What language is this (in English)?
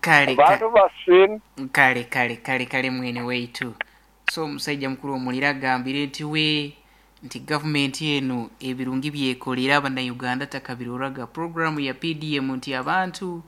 Nyoro